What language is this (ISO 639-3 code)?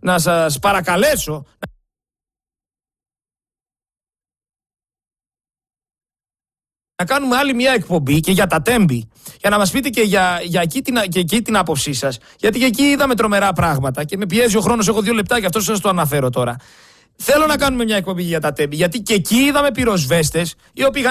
ell